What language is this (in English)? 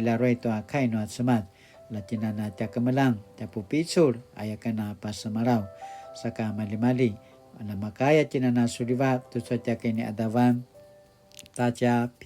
Paiwan